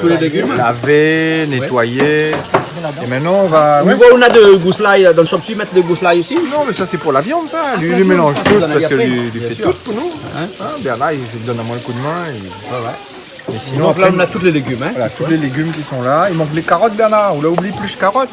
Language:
Réunion Creole French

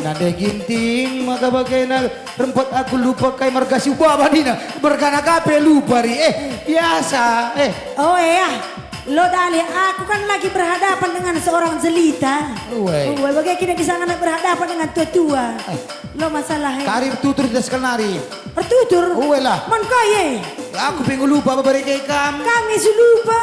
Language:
Batak Karo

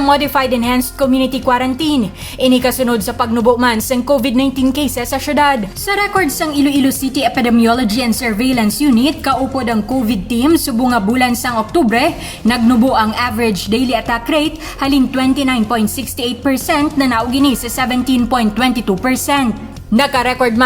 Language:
Hiligaynon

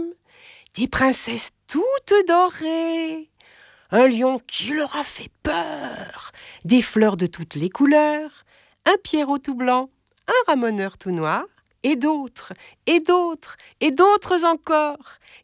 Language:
French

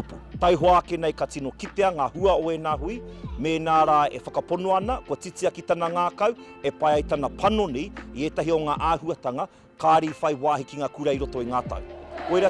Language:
Māori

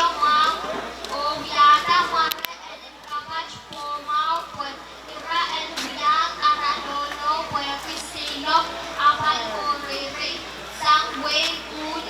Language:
Pohnpeian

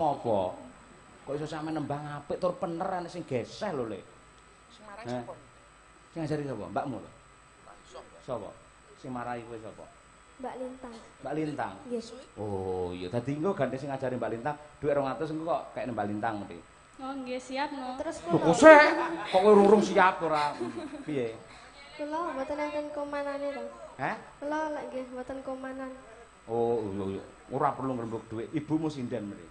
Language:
Javanese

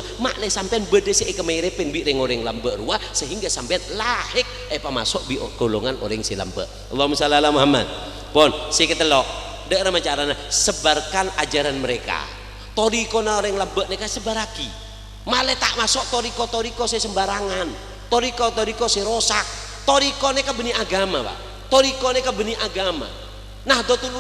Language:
Madurese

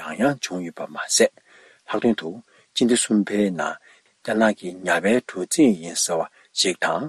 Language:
Tibetan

